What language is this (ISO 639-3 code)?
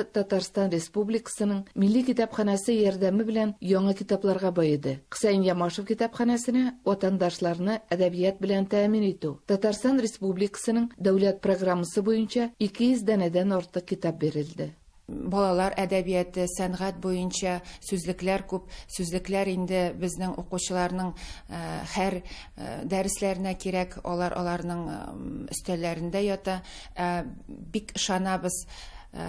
tat